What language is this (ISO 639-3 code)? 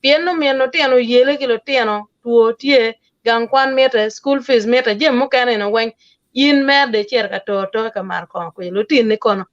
ach